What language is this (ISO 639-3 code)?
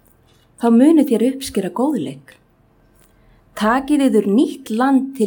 isl